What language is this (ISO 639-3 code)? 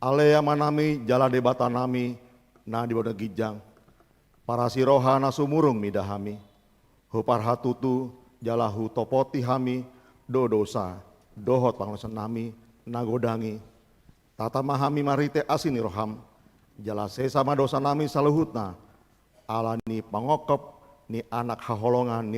bbc